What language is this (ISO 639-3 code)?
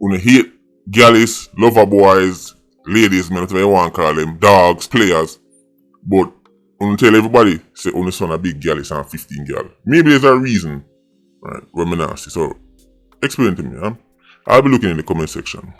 jam